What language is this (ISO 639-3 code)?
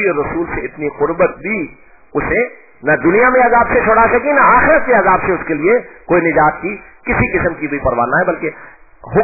urd